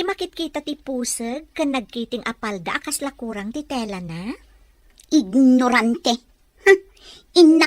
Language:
Iloko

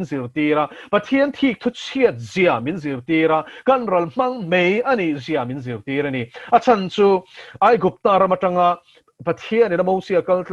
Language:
Mizo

